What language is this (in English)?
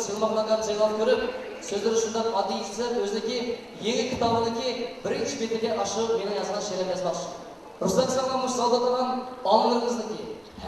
Uyghur